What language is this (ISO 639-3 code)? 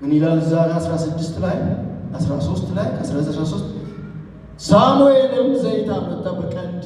amh